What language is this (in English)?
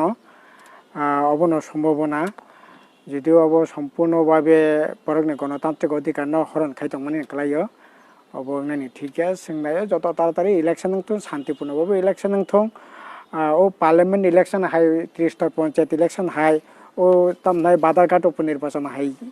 Kok Borok